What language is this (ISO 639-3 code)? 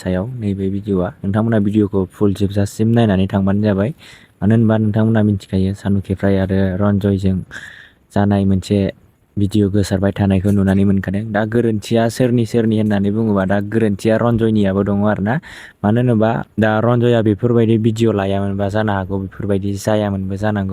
brx